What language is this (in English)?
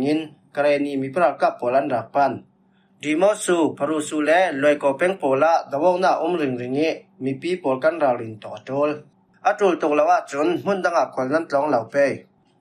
Falam Chin